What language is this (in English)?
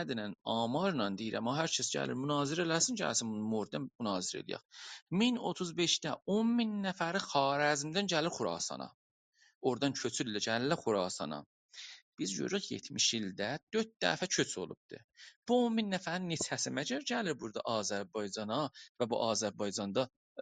South Azerbaijani